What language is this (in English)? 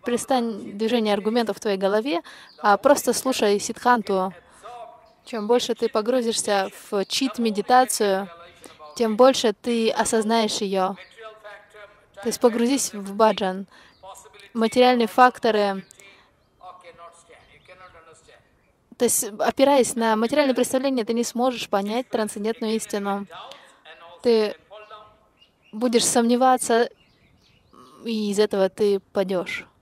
Russian